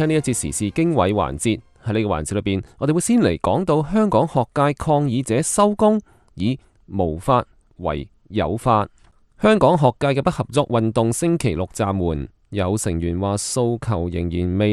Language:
Cantonese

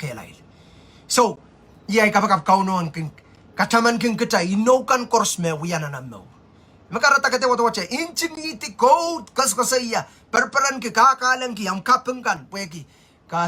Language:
Pohnpeian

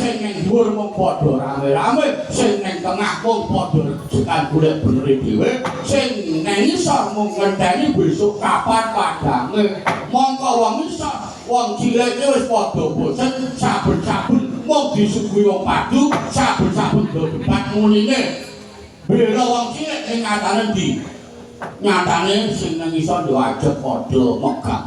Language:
Javanese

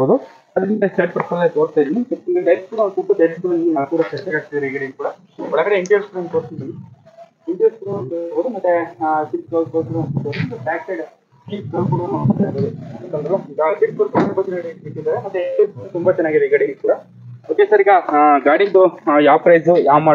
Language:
Kannada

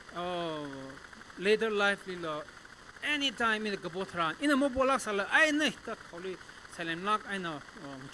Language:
Tangkhul Naga (India)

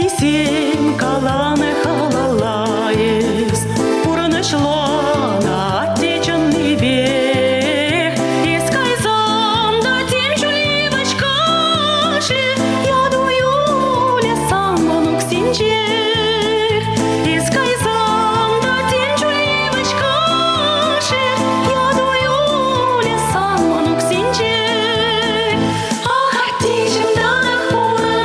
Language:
Chuvash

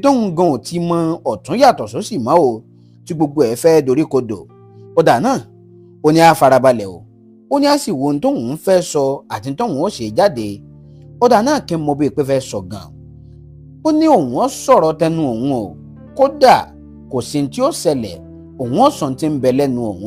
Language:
Yoruba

